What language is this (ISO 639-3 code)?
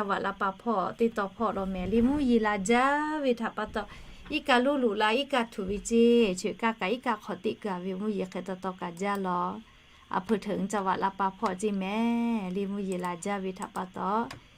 lhu